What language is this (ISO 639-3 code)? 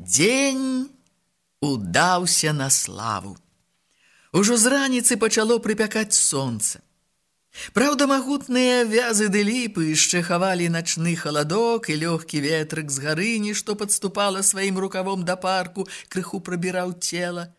bel